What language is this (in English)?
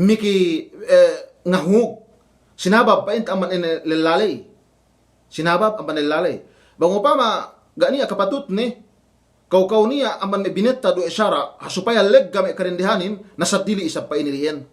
Yakan